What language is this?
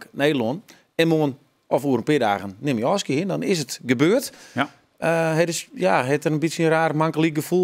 Western Frisian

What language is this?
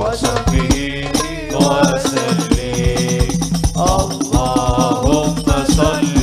Madurese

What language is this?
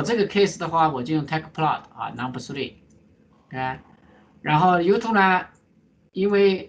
Chinese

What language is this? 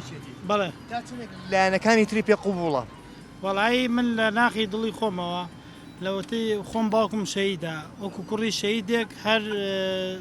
Central Kurdish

